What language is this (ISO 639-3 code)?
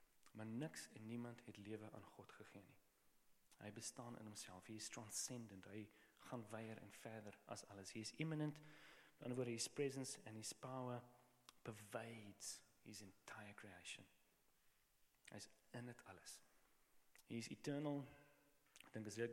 afr